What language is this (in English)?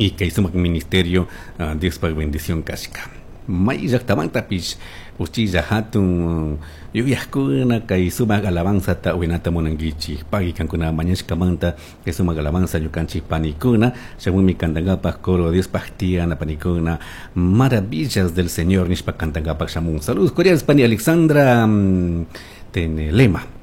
Chimborazo Highland Quichua